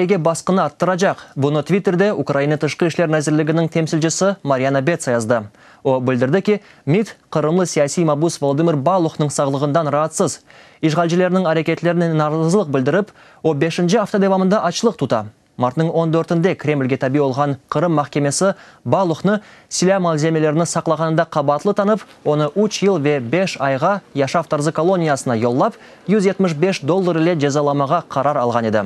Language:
Crimean Tatar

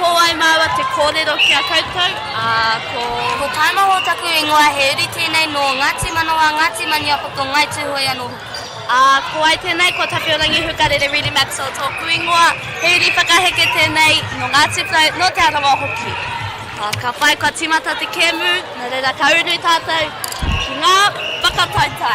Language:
Māori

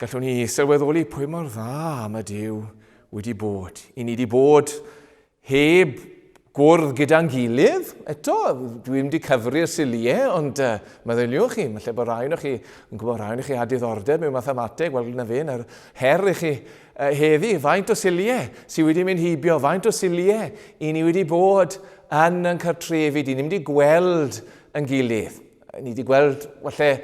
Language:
Welsh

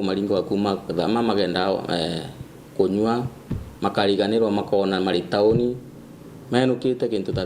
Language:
Meru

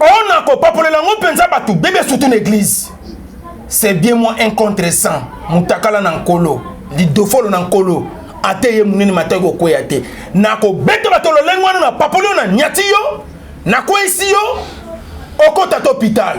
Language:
Lingala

